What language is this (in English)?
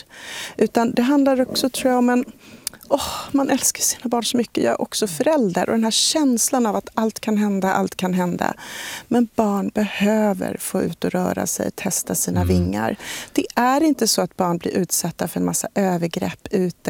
Swedish